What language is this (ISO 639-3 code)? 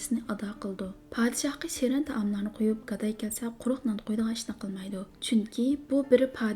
uig